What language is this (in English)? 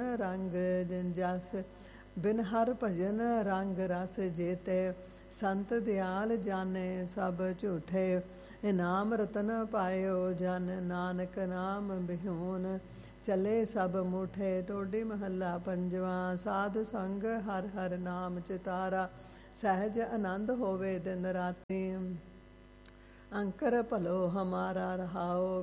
Punjabi